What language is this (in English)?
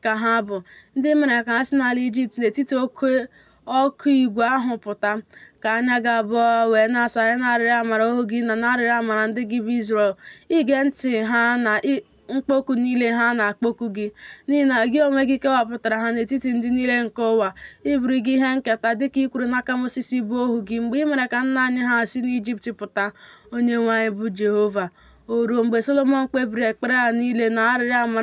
Igbo